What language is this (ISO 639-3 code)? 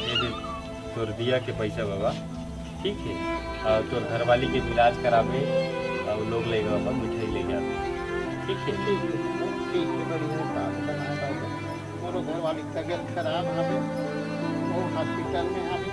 hne